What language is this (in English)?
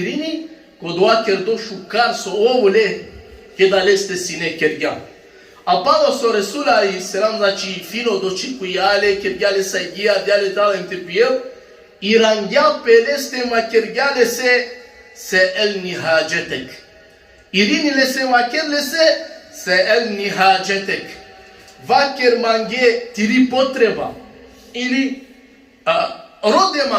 Balkan Romani